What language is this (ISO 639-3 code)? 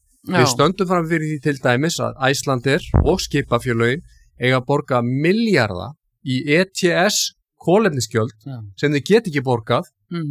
isl